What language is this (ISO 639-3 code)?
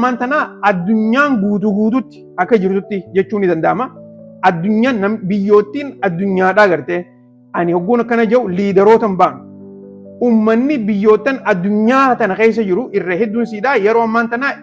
orm